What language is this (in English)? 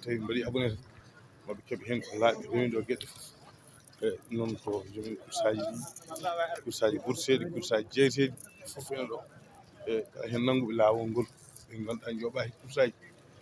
Fula